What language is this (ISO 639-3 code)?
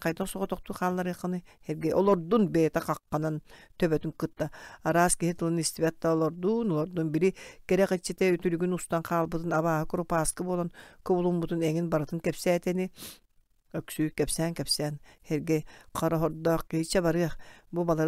sah